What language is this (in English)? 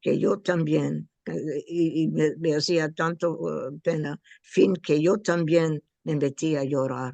Ladino